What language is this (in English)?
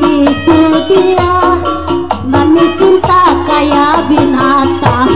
Betawi